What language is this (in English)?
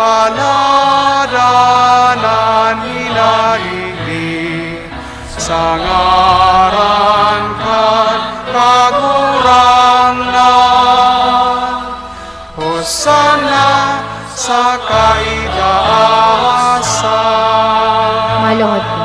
Bikol